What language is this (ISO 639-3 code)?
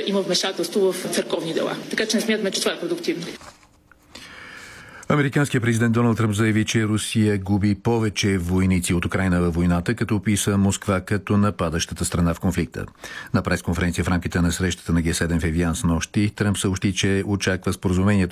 bul